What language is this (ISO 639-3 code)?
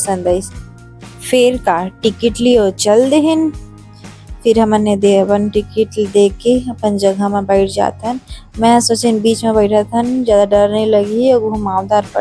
hne